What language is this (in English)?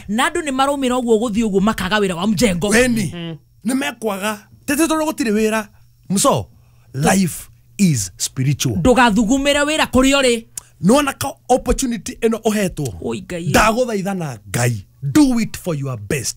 Kikuyu